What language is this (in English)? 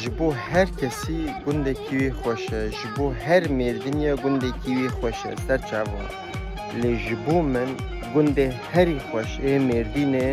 Kurdish